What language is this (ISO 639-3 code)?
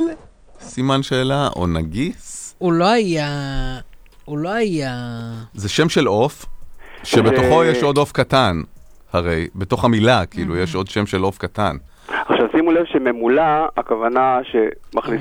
heb